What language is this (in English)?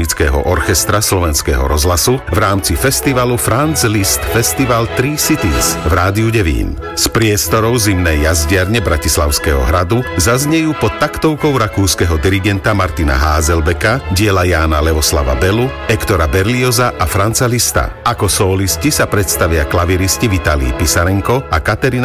Slovak